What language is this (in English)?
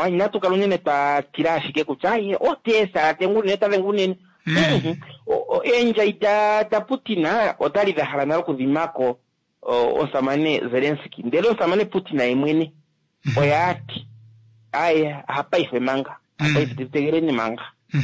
Kuanyama